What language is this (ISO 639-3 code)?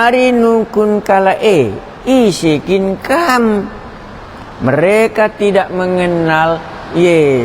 btx